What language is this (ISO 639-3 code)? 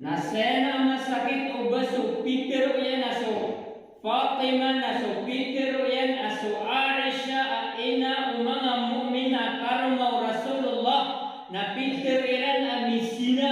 mrw